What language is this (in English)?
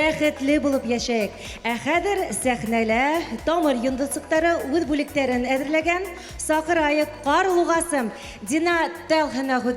Bashkir